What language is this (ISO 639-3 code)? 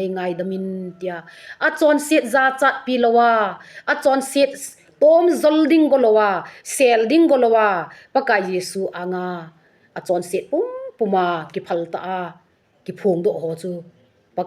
tcz